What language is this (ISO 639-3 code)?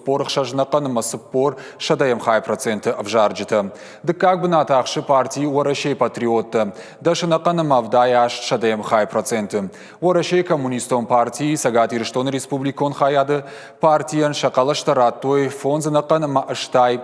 oss